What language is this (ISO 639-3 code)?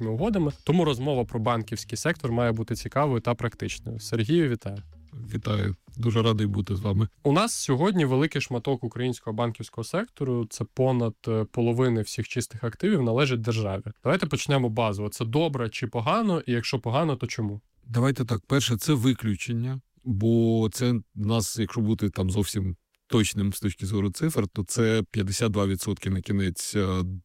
ukr